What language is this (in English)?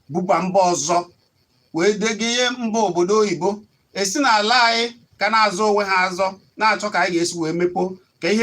Igbo